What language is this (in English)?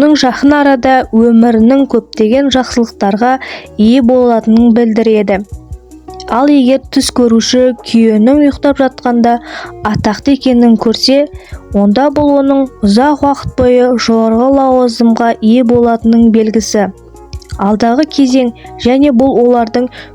Kazakh